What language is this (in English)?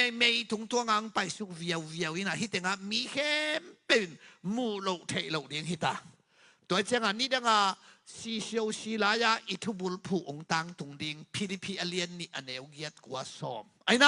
Tedim Chin